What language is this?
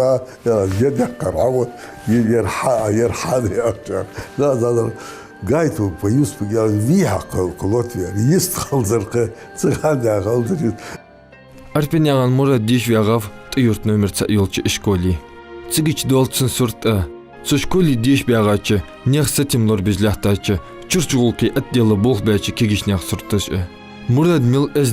Ingush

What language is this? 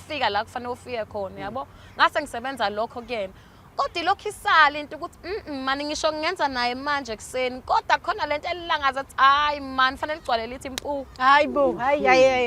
Zulu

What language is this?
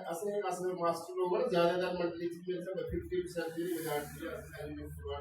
Dogri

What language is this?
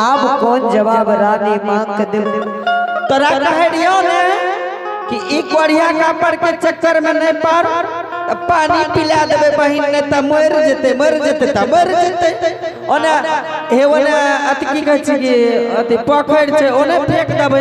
Angika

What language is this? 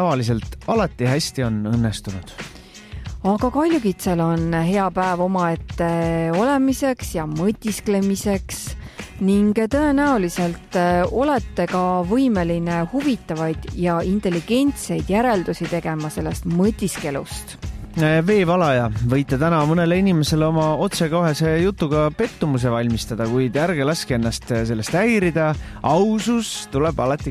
Estonian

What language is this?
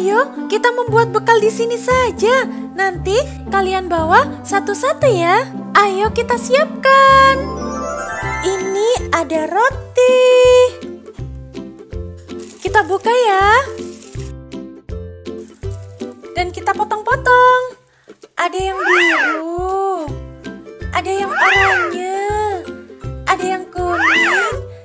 Indonesian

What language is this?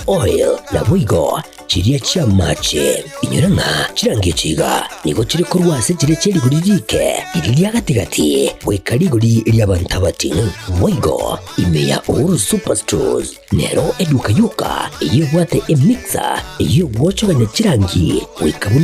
Gusii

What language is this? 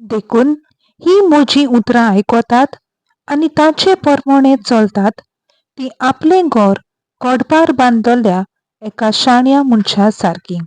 Konkani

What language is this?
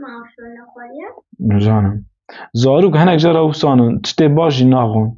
Kurdish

